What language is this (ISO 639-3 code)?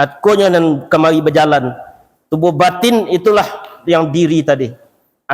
min